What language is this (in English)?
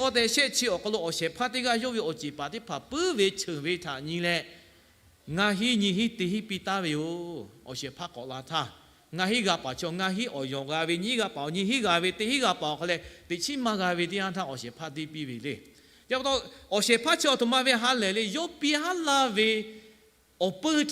Lahu